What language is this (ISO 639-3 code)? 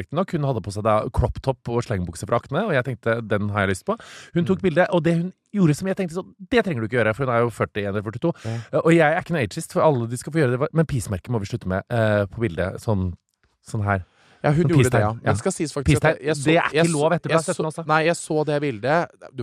nor